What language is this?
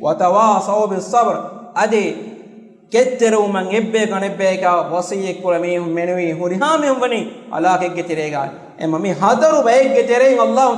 Divehi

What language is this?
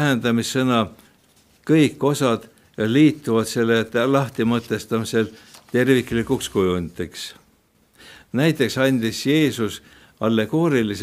Estonian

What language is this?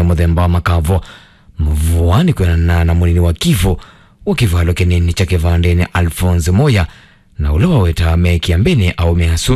Kamba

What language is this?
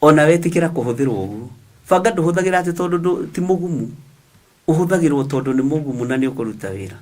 Kikuyu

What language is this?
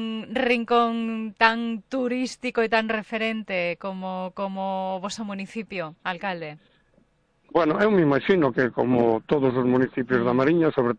Galician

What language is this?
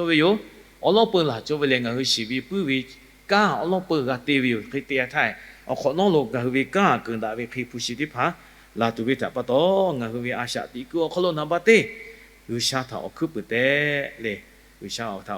Lahu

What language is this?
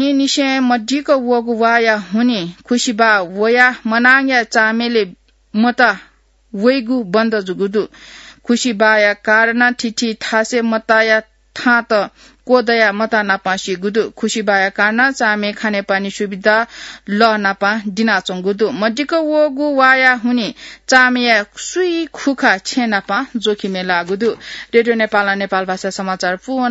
Newari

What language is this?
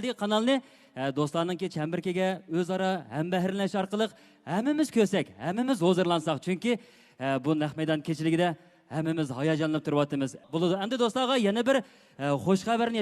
Uyghur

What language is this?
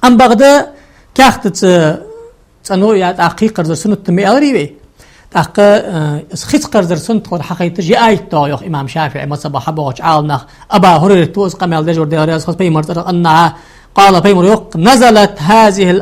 Ingush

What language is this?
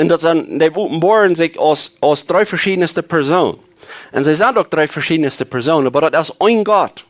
Plautdietsch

